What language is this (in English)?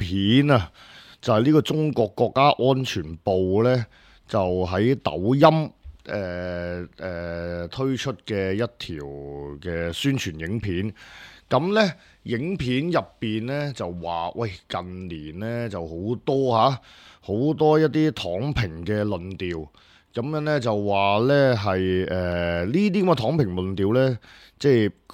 Cantonese